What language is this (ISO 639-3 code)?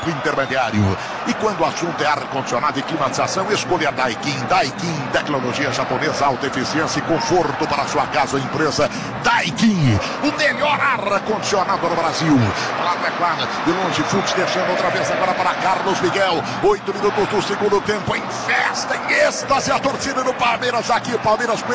por